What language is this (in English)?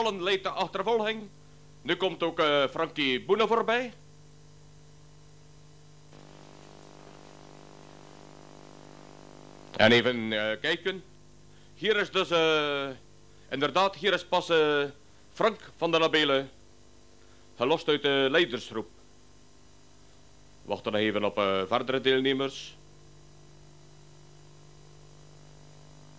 Dutch